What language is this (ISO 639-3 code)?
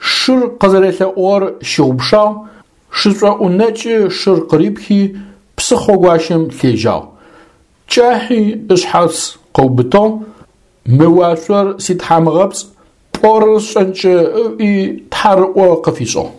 ady